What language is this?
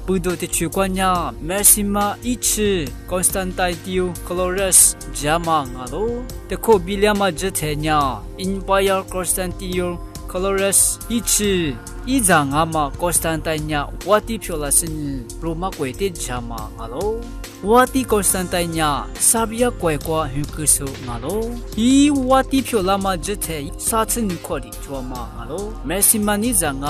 Lisu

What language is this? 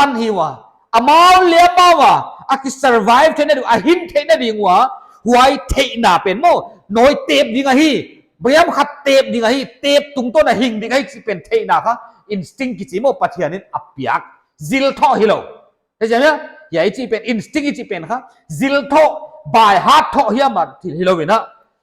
Paite Chin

